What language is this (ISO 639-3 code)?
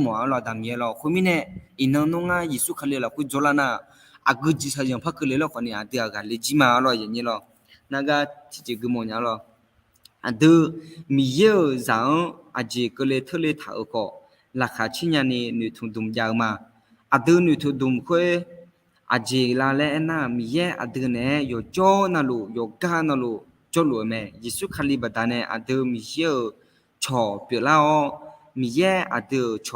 ahk